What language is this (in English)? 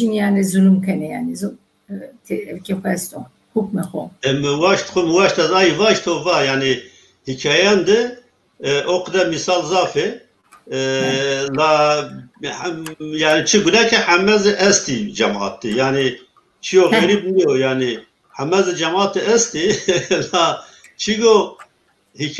Zaza